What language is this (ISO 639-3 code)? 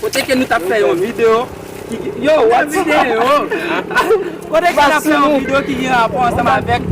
hat